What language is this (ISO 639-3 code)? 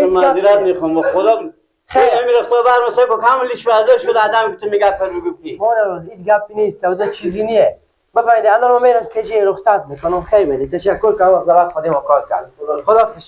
fas